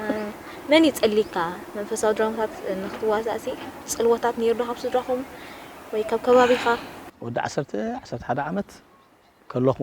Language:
Tigrinya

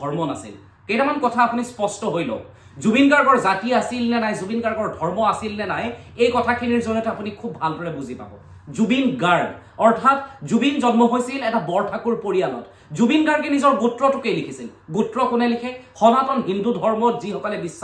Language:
Assamese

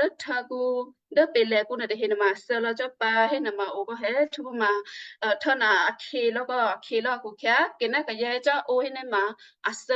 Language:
Western Kayah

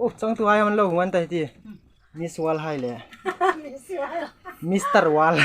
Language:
Hmar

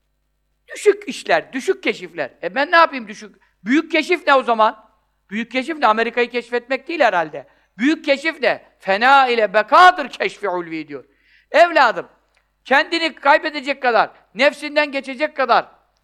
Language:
Turkish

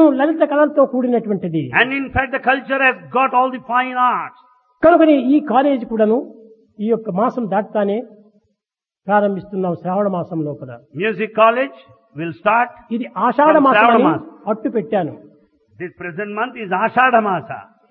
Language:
Telugu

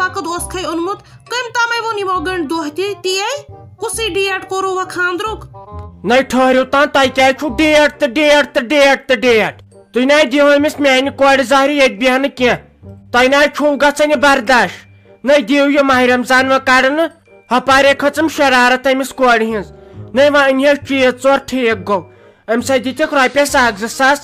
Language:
Kashmiri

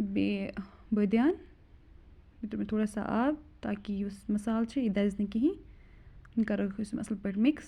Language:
Kashmiri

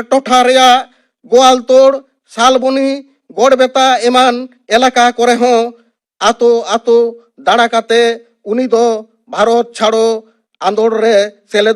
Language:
Santali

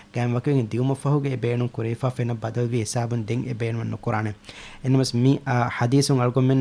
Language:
Divehi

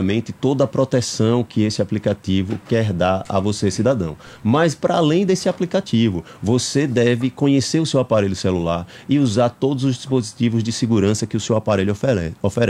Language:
Portuguese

